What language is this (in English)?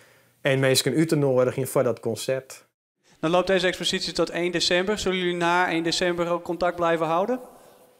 Western Frisian